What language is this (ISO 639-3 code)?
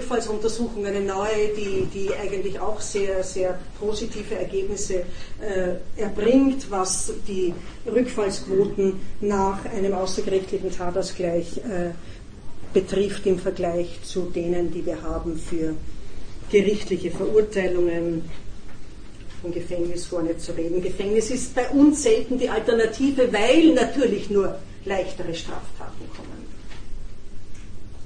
deu